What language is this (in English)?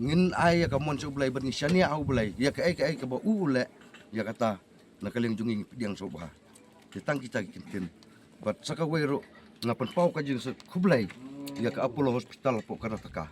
Khasi